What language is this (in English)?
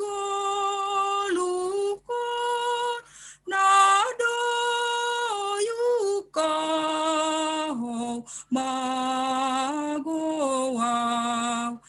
Batak Simalungun